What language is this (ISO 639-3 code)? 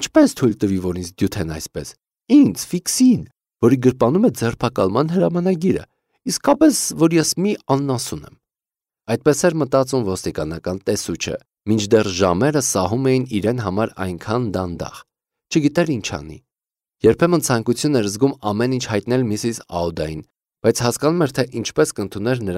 hye